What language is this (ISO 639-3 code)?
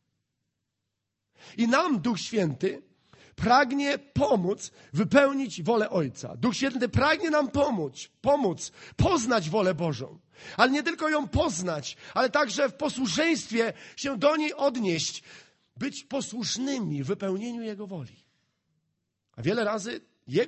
pol